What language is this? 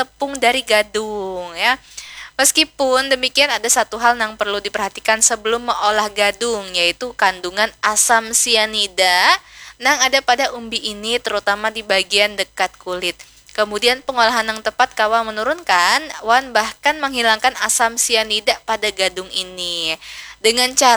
Banjar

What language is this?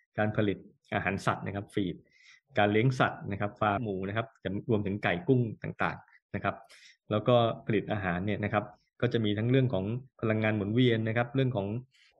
Thai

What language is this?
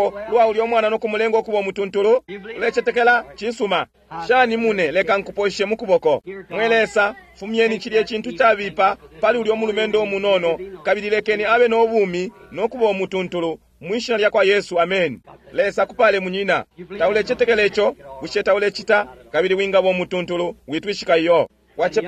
Bemba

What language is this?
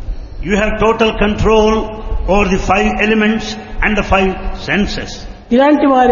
Telugu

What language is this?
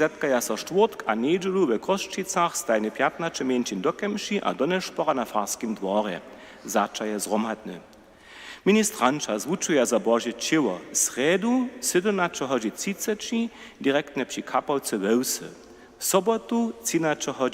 Upper Sorbian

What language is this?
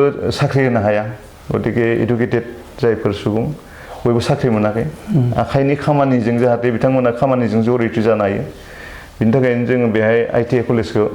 Bodo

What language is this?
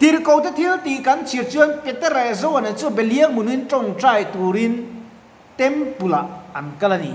Mizo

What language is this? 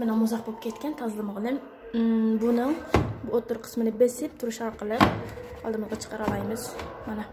Uyghur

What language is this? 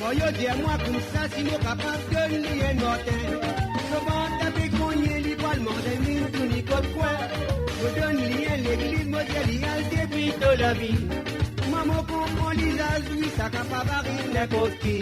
Morisyen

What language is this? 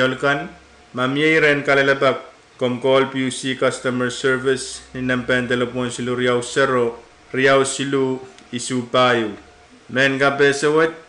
Pohnpeian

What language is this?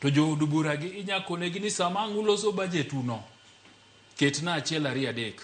Luo (Kenya and Tanzania)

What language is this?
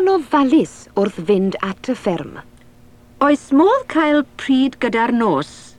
Welsh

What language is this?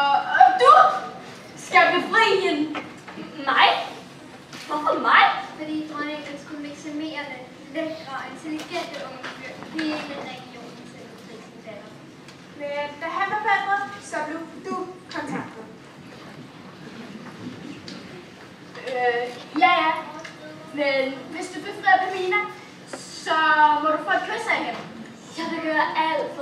Danish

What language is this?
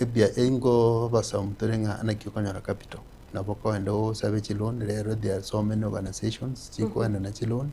Gusii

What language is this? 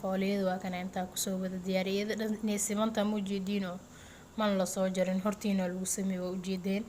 Somali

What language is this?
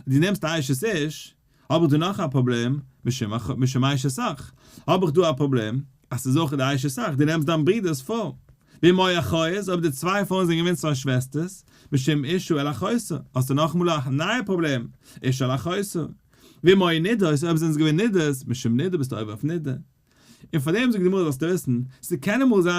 Yiddish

